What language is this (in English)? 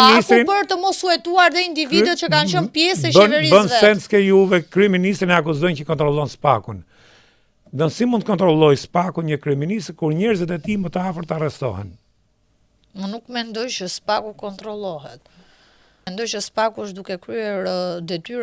Albanian